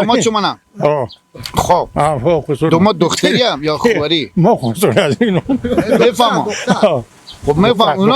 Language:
Persian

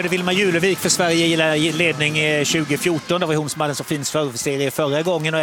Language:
Swedish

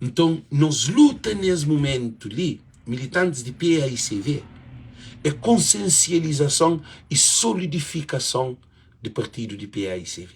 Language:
Kabuverdianu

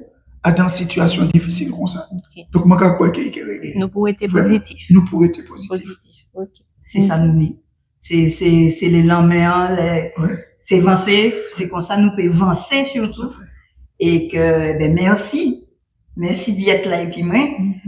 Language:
Guadeloupean Creole French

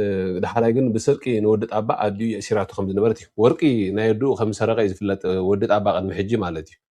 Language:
Tigrinya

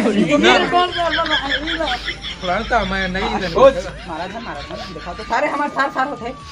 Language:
Chhattisgarhi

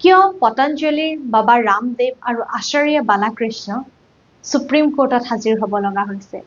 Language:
Assamese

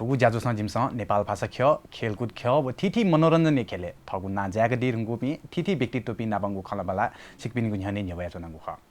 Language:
Newari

